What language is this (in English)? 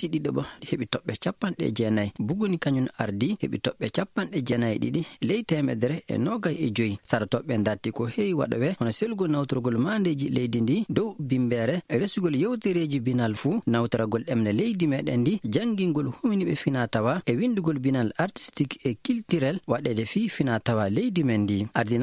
Fula